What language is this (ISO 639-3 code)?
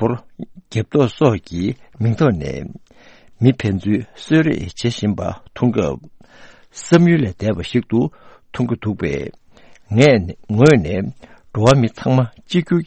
bod